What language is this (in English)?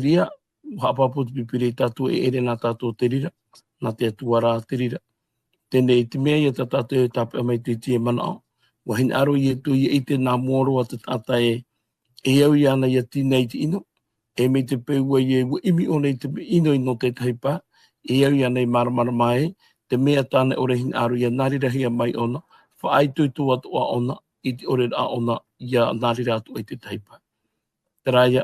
Tahitian